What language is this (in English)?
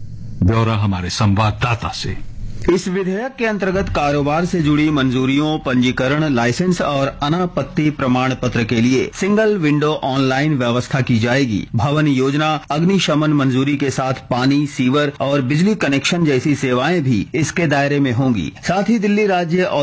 Hindi